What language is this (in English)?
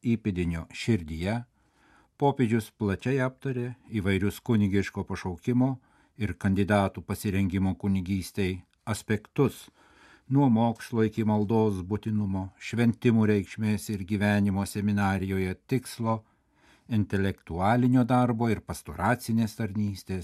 Lithuanian